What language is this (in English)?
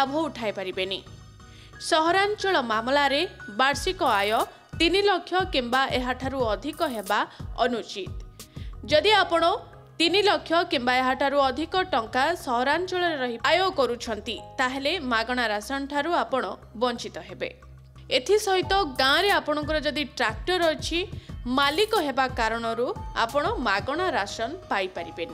Odia